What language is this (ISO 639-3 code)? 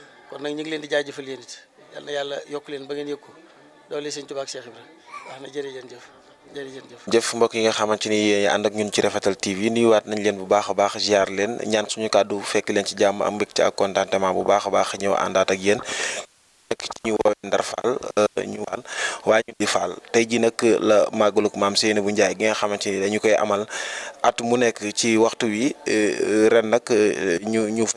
wol